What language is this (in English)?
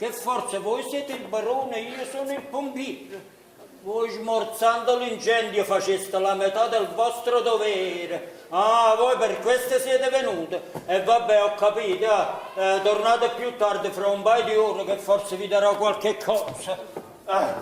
Neapolitan